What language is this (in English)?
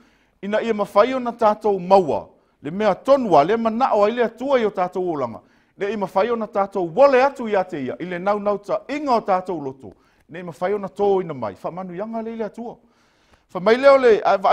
Samoan